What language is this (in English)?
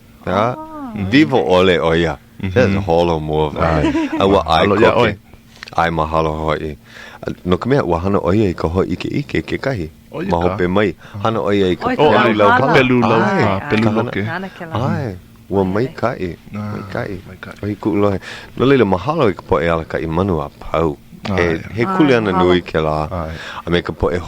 Hawaiian